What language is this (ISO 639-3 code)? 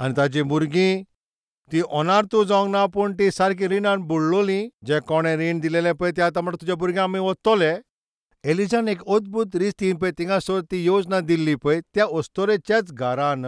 kok